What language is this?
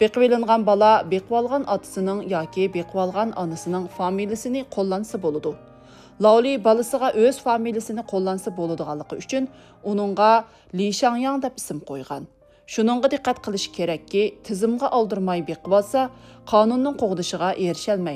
Uyghur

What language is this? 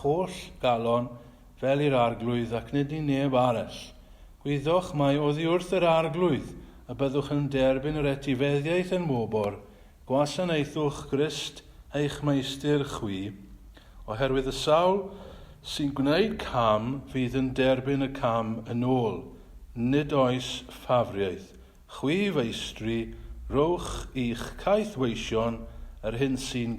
Welsh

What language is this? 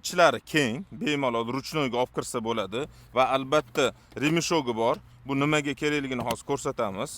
Uzbek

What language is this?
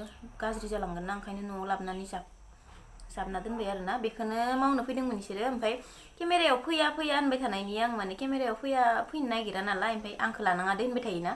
Bodo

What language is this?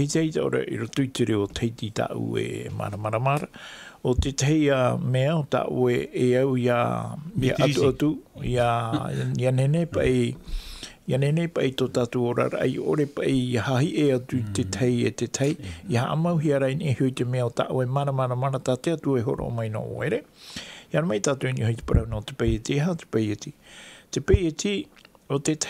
Tahitian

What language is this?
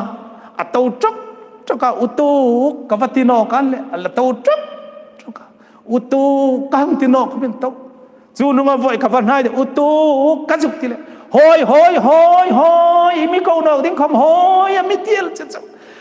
Hmar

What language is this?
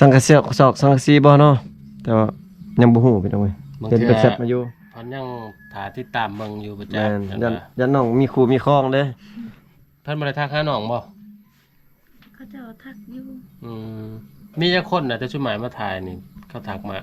Lao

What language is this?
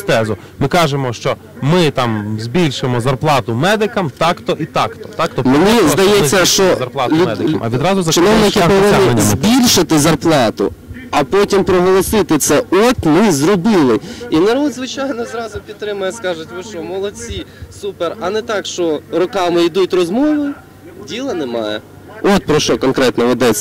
Ukrainian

